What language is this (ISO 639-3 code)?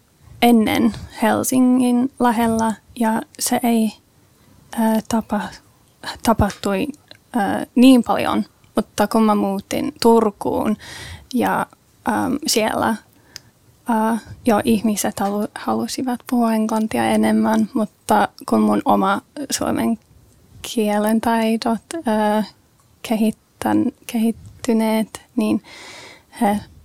fin